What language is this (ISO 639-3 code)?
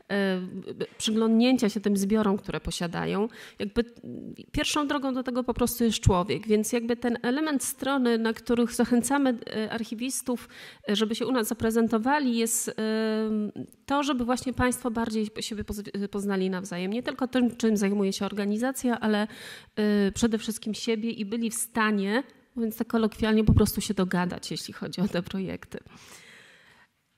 pol